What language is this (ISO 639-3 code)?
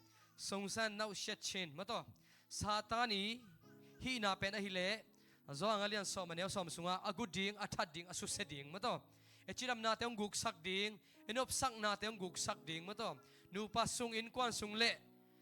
ctd